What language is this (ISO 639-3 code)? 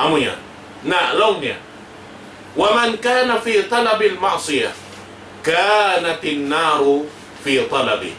tsg